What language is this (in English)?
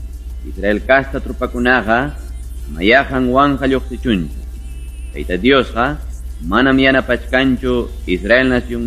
Ayacucho Quechua